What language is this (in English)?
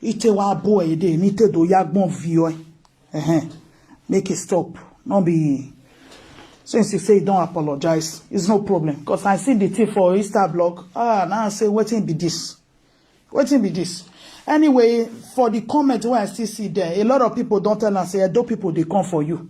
Nigerian Pidgin